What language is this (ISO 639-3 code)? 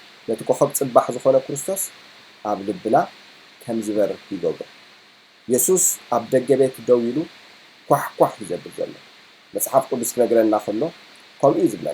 tir